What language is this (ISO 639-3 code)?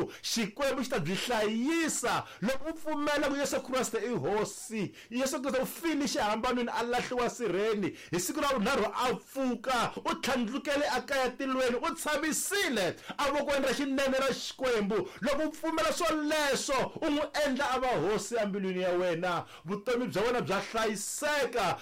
tso